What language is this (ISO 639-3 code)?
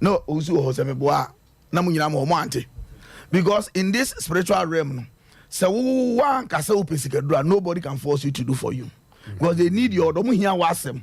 aka